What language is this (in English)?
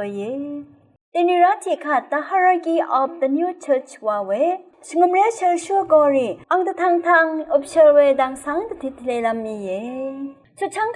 Rawang